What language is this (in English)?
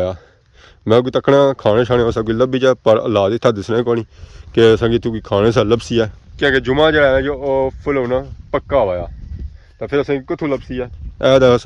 Pahari-Potwari